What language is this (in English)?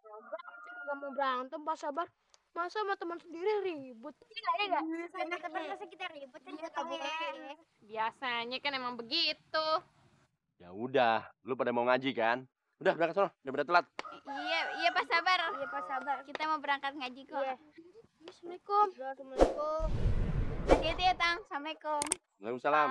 Betawi